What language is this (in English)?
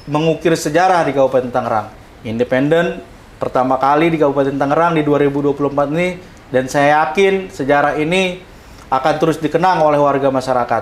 Indonesian